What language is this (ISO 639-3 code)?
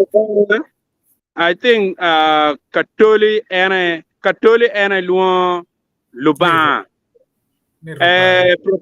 ach